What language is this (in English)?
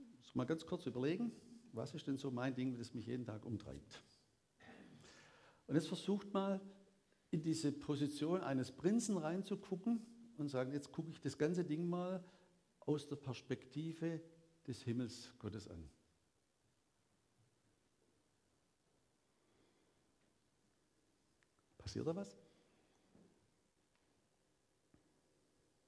German